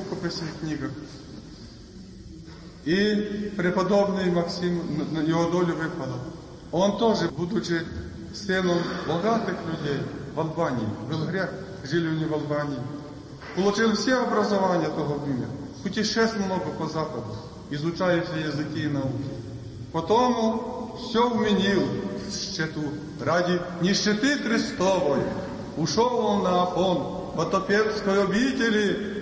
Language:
Russian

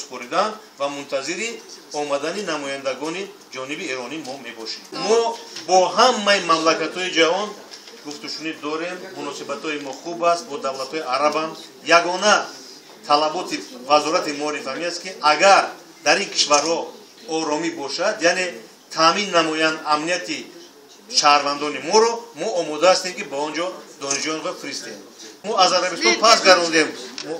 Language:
Tajik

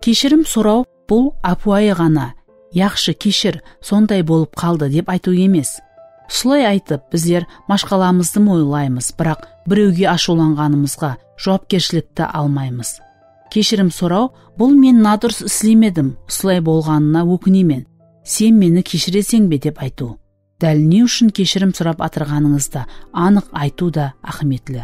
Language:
Kara-Kalpak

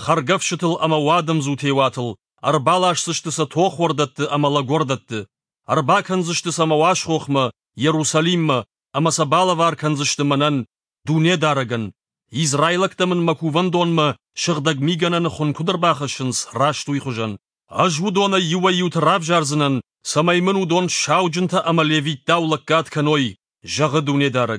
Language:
Ossetic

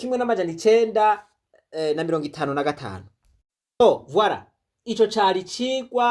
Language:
Rundi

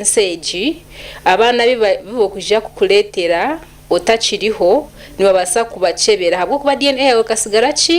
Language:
Nyankole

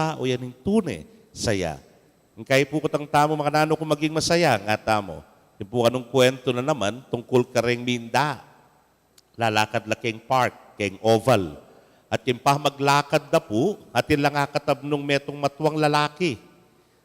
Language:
Pampanga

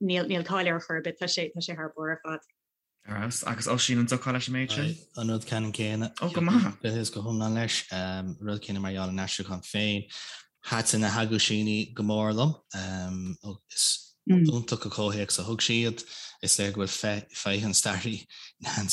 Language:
Irish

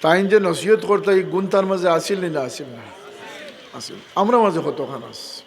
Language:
Sylheti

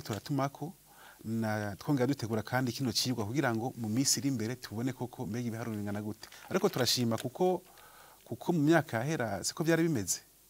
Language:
Rundi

